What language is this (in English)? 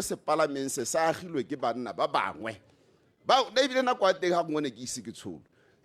Tswana